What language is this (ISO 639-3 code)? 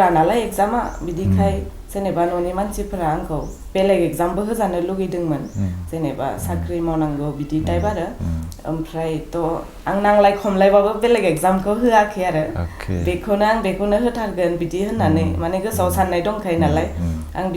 brx